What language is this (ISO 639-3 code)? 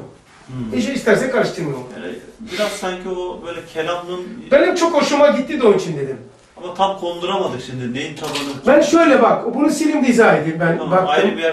tur